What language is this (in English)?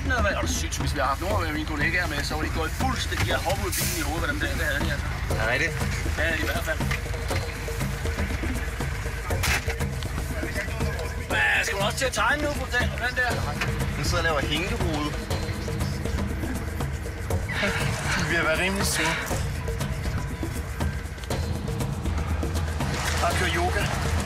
Danish